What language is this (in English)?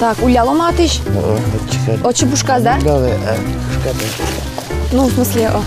Udmurt